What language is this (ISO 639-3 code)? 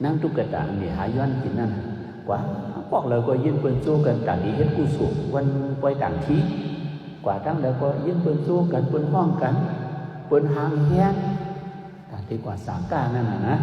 shn